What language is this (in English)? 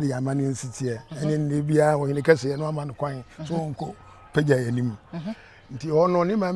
Akan